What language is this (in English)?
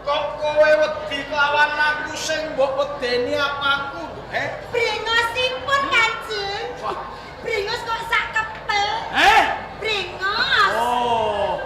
Javanese